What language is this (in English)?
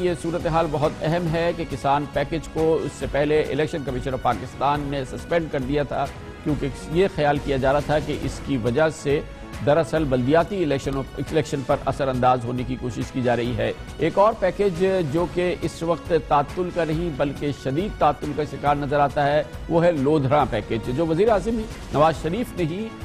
Urdu